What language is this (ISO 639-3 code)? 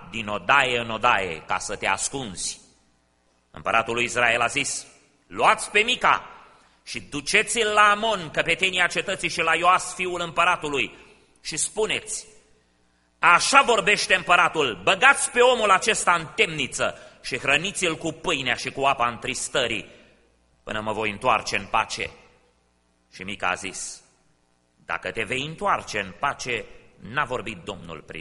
ron